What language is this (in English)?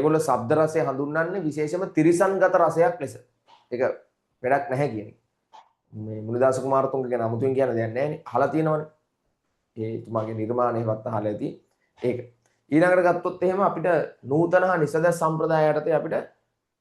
Sinhala